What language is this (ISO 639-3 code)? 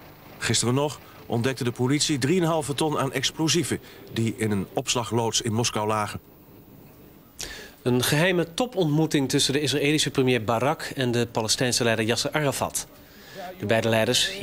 nld